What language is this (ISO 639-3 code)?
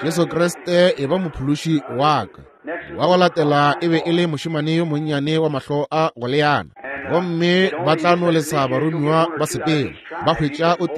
nso